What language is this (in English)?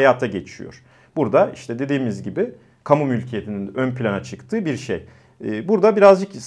Turkish